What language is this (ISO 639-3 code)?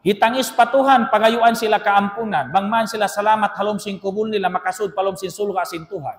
tsg